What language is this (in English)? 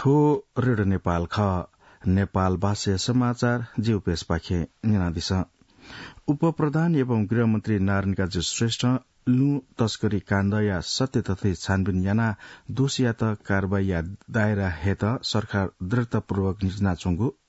Newari